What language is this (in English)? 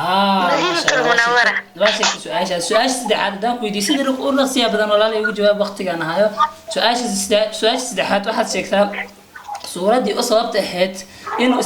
Somali